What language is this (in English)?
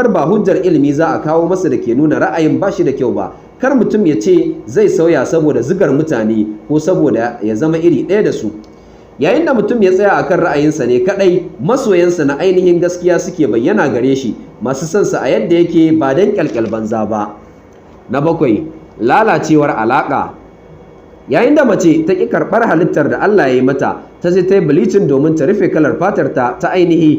Hausa